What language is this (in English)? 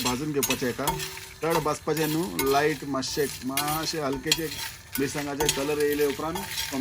Konkani